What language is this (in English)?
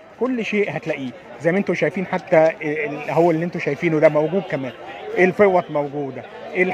Egyptian Arabic